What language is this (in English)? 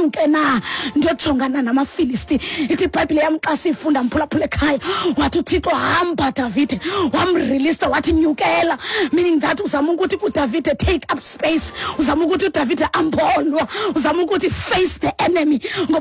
Xhosa